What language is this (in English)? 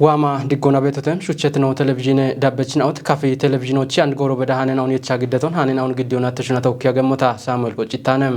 Kafa